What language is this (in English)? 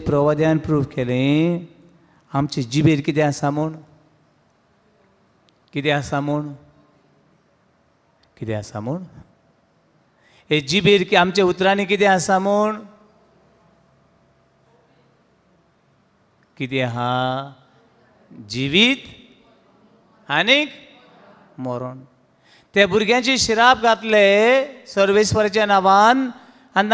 Konkani